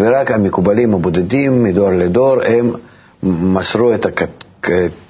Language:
Hebrew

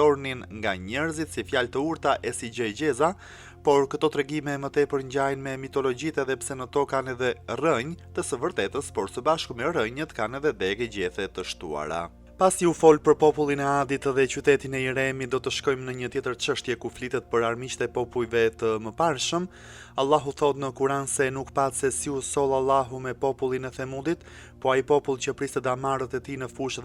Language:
Albanian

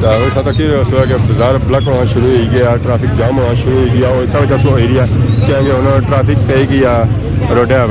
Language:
Pahari-Potwari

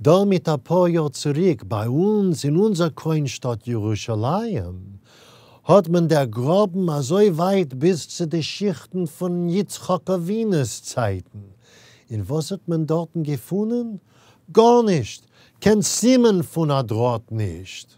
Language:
Yiddish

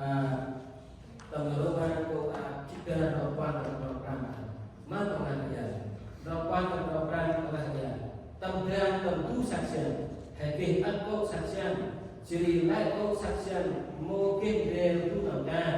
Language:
Central Mnong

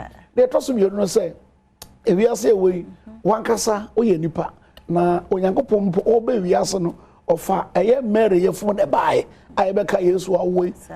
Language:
Akan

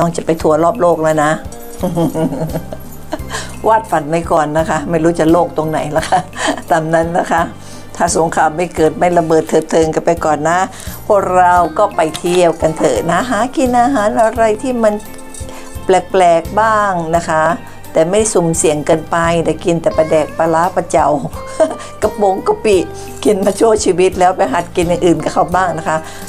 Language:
Thai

